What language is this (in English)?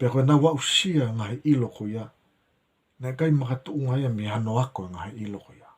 Tongan